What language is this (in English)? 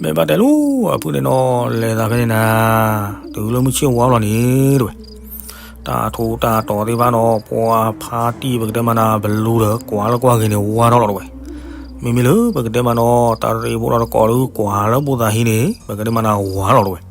S'gaw Karen